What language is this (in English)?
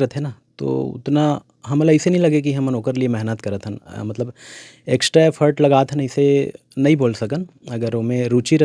Chhattisgarhi